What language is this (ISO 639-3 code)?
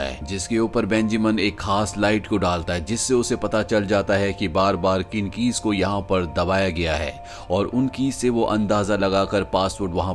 hin